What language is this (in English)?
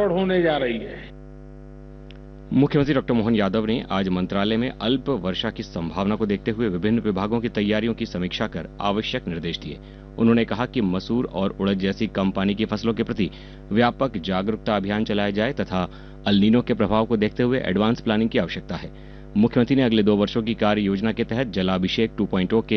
Hindi